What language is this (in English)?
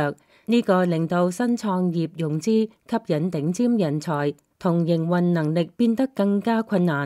Cantonese